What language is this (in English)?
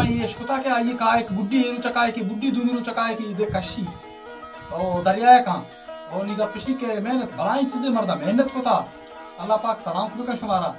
Baluchi